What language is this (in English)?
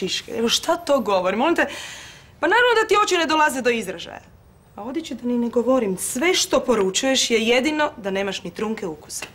Croatian